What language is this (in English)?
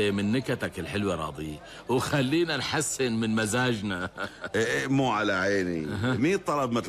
North Levantine Arabic